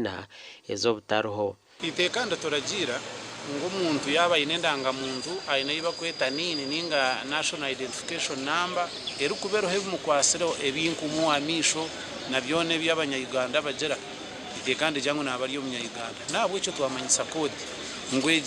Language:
Nyankole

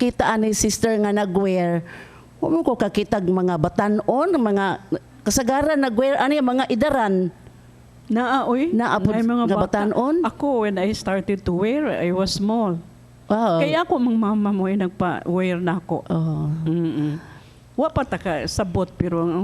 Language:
Cebuano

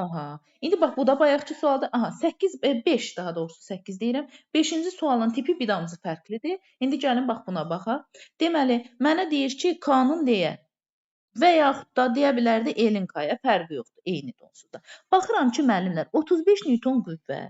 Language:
Azerbaijani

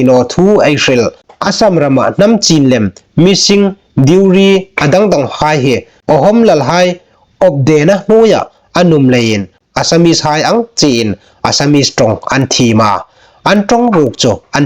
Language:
Hmar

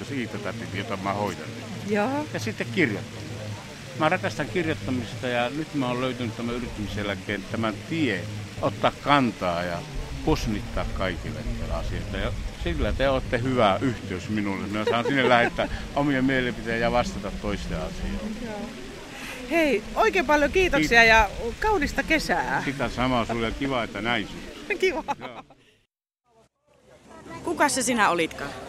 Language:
Finnish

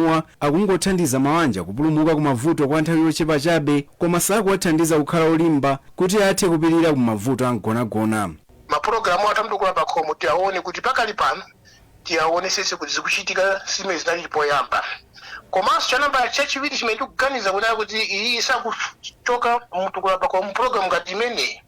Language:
Nyanja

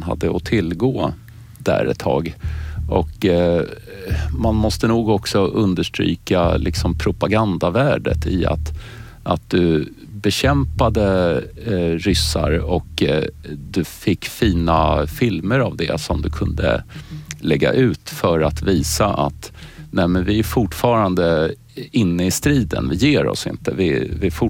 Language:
Swedish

